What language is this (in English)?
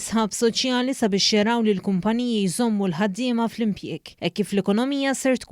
Maltese